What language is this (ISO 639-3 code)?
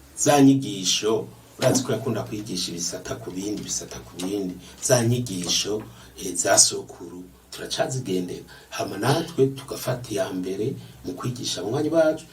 run